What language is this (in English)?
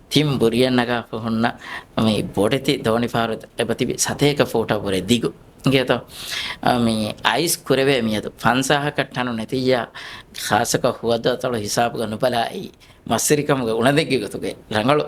Divehi